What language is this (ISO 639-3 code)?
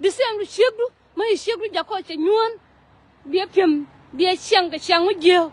nus